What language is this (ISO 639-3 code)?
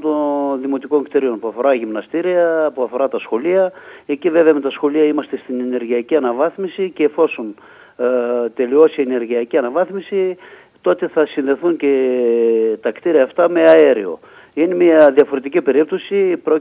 ell